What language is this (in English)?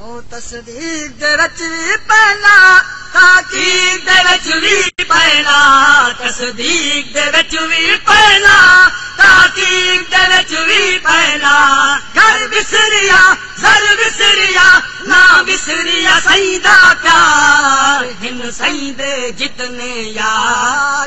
Saraiki